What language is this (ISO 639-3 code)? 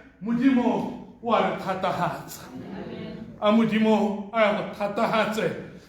tsn